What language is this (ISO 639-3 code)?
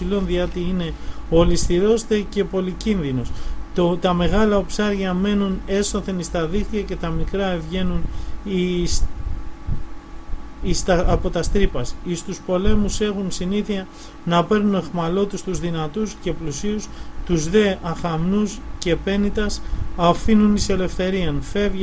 ell